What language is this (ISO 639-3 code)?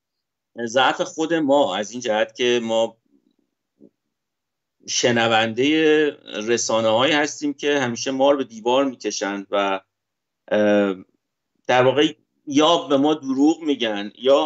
fas